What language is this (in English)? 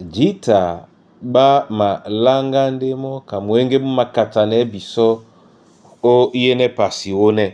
Duala